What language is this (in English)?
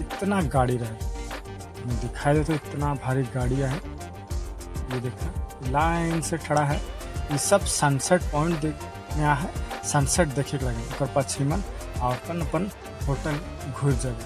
Sadri